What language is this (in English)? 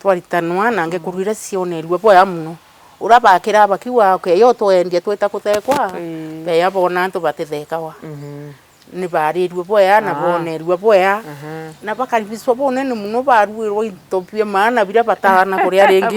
Meru